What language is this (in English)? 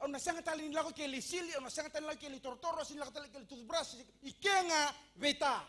Fijian